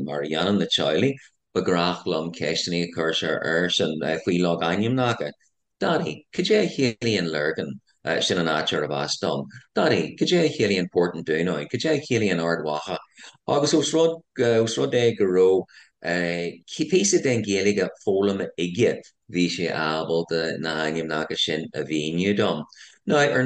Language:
Irish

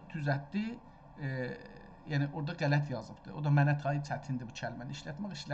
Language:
South Azerbaijani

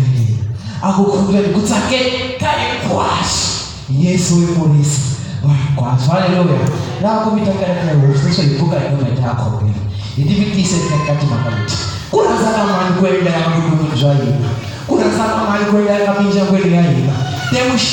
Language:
Tsonga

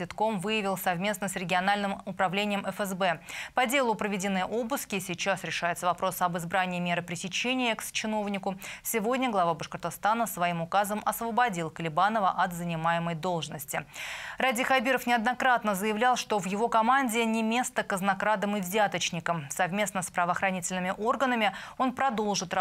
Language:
Russian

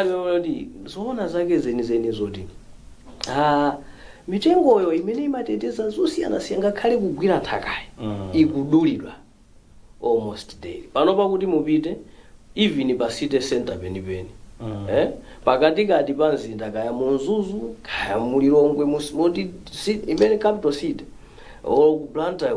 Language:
Nyanja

